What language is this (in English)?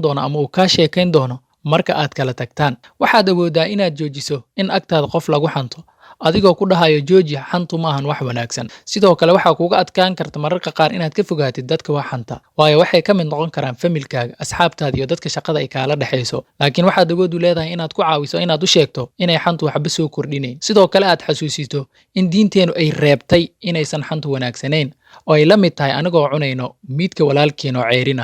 Somali